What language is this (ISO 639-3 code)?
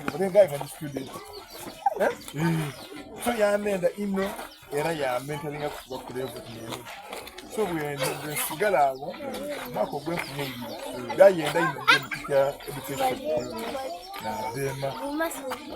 xog